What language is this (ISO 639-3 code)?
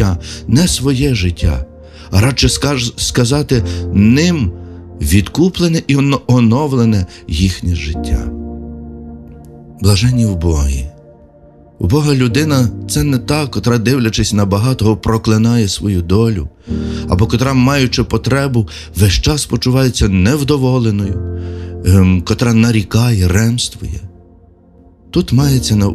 ukr